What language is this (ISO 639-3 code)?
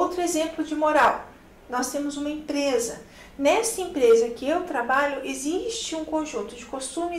por